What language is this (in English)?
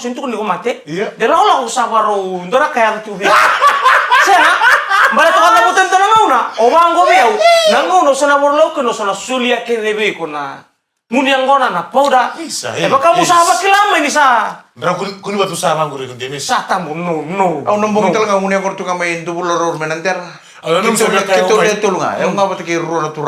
Fijian